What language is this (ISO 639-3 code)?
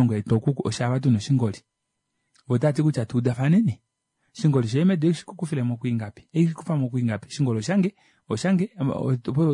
kua